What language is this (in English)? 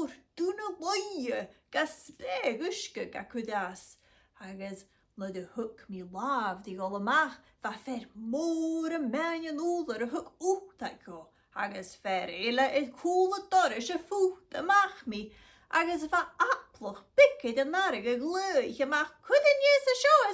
Scottish Gaelic